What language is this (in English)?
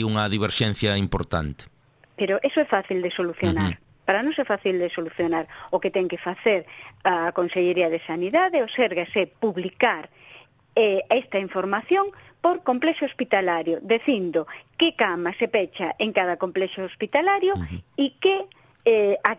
Galician